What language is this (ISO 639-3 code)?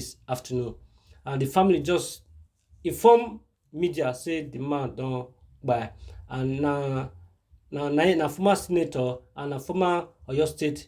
pcm